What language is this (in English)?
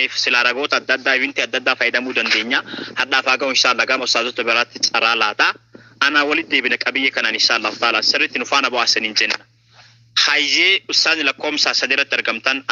Oromo